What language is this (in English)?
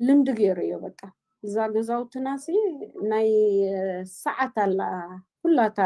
Tigrinya